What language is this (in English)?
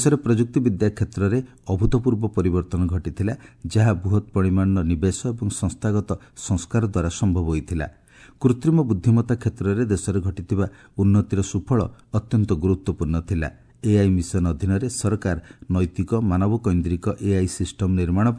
Odia